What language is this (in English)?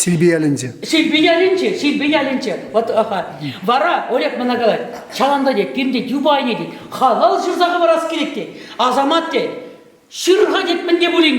Chuvash